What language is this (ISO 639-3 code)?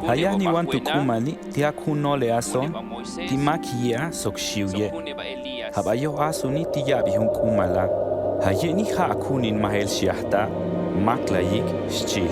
toj